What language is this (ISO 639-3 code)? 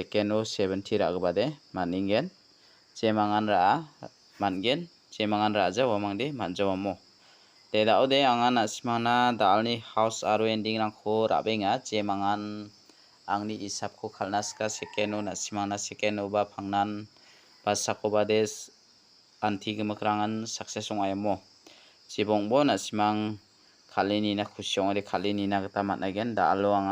grt